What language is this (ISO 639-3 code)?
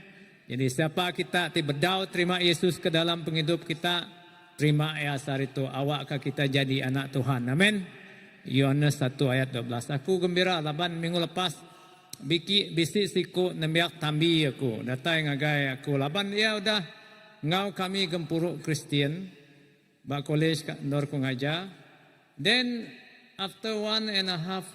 iba